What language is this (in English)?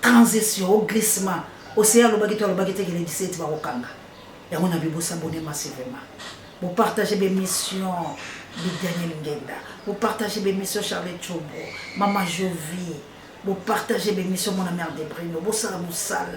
Lingala